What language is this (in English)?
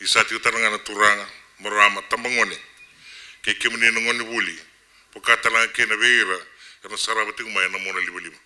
Fijian